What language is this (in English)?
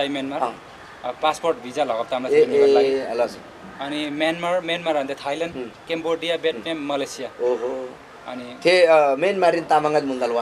Eastern Tamang